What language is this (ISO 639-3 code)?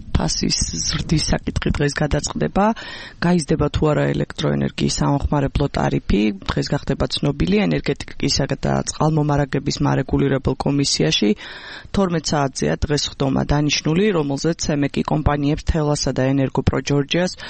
kat